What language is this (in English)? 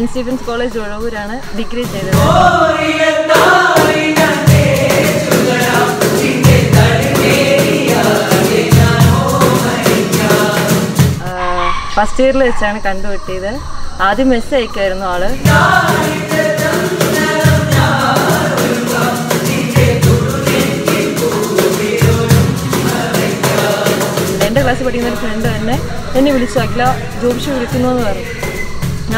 Malayalam